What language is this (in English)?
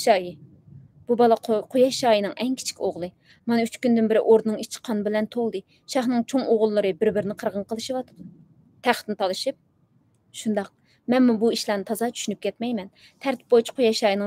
Uyghur